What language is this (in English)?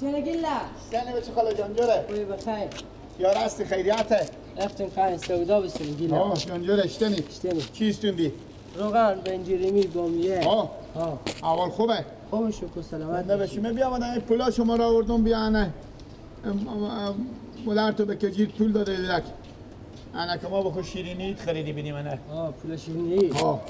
Persian